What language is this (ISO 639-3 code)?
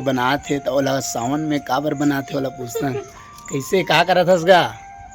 hne